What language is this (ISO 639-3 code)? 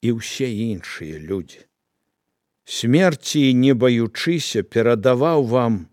bel